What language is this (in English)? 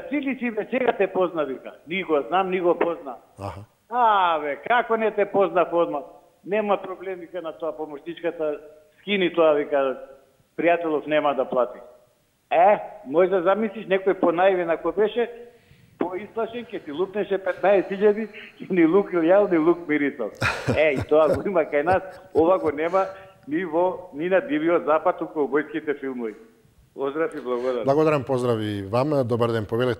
Macedonian